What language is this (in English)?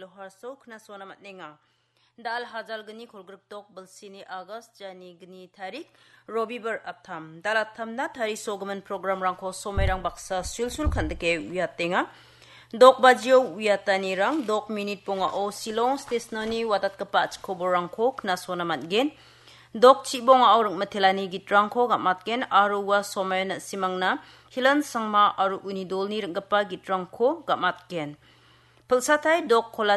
Garo